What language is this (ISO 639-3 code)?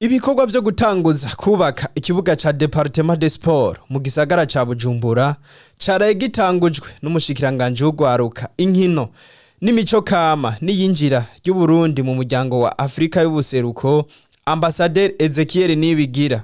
run